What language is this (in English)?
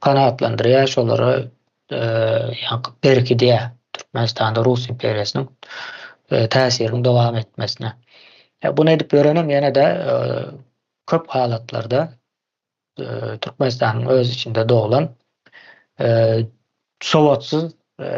Turkmen